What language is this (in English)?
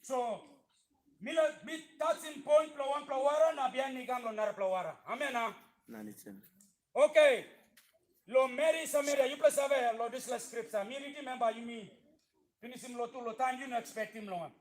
Tok Pisin